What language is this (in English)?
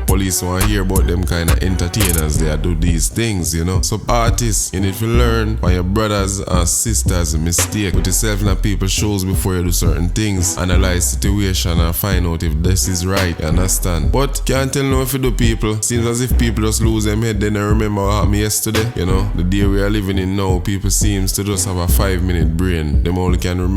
Jamaican Creole English